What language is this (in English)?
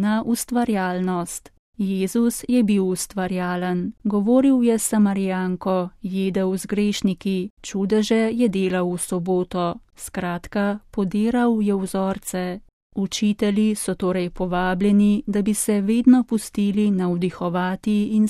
Slovenian